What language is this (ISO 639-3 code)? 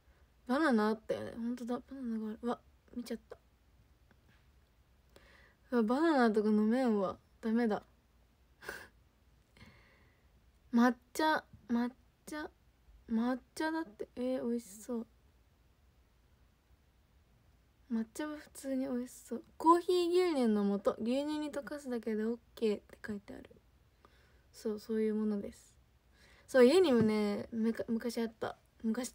jpn